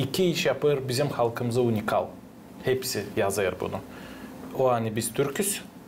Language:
Gagauz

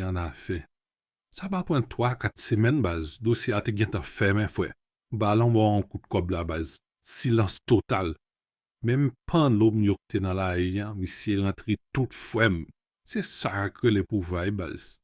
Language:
Haitian Creole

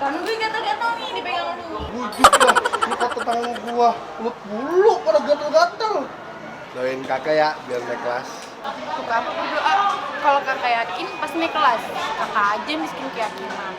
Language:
Betawi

